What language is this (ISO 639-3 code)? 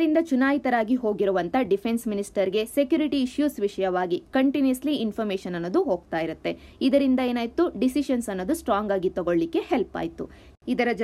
kan